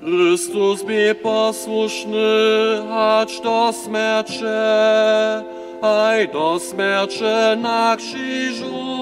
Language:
Upper Sorbian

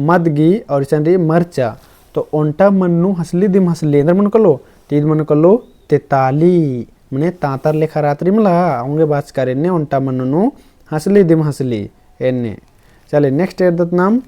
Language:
Kurukh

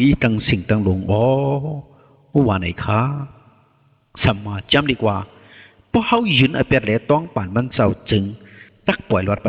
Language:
Shan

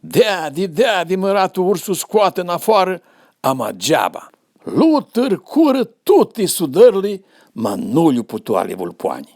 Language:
Aromanian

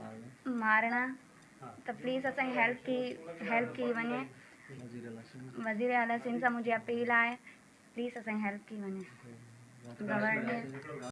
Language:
Sindhi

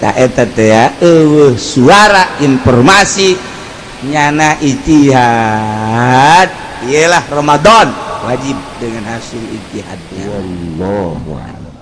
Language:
Sundanese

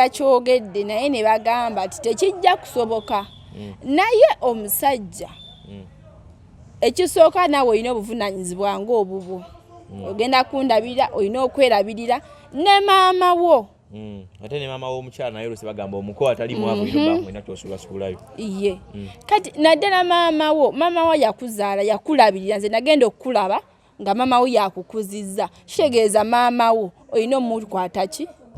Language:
Ganda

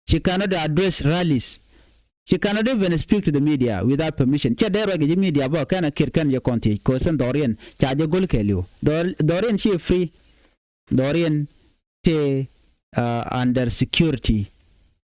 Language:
Nuer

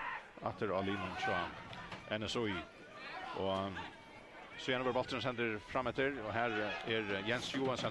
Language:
Faroese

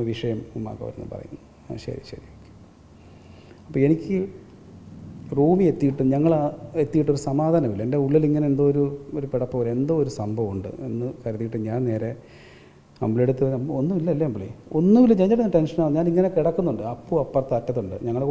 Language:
Malayalam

